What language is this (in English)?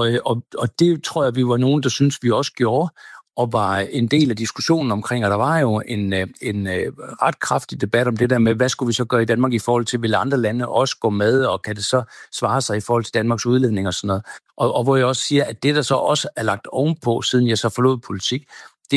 Danish